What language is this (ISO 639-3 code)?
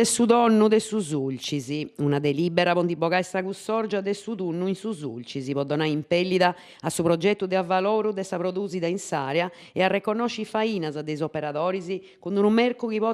srd